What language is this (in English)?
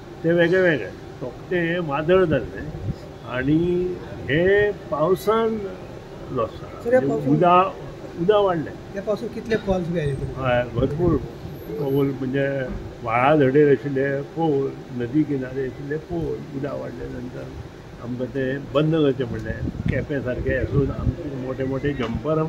Konkani